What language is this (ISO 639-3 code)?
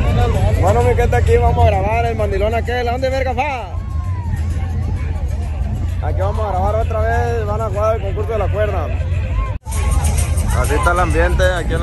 spa